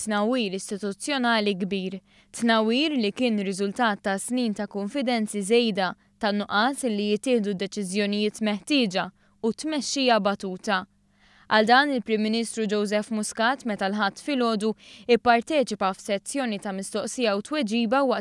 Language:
Maltese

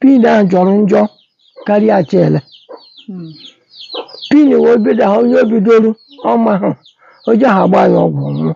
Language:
Igbo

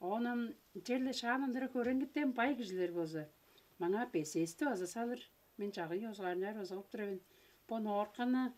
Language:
Tuvinian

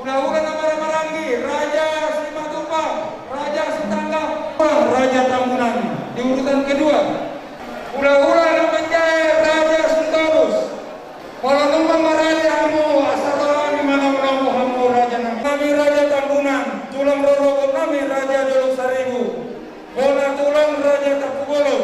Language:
Batak Toba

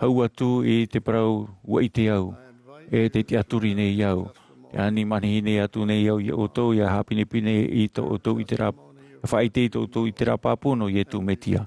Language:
Tahitian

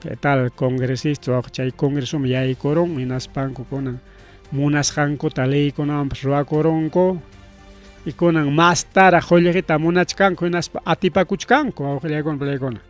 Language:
Ayacucho Quechua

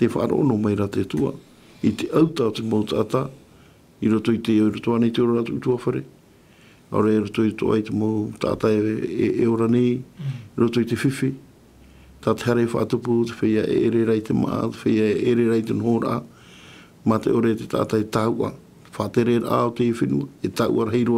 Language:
Tahitian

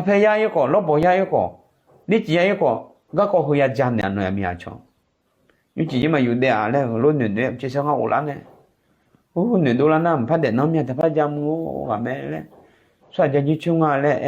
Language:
Akha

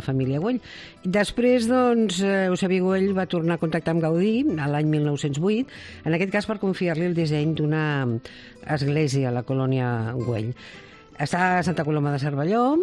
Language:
Catalan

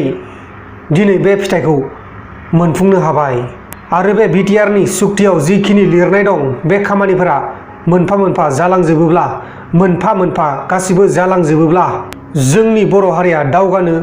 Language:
Bodo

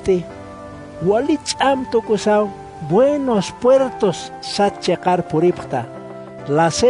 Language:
Aymara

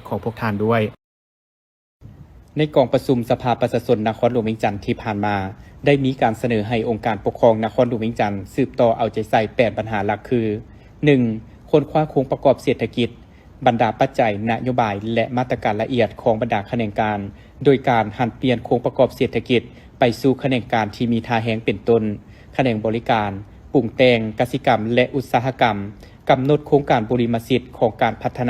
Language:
Lao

